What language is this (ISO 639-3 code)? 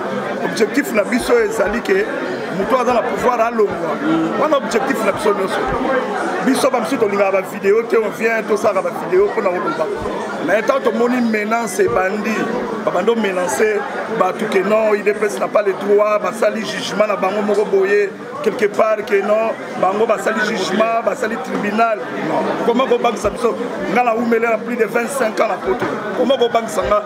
lin